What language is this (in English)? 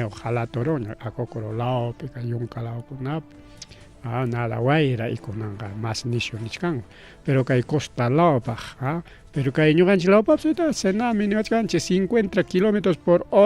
Ayacucho Quechua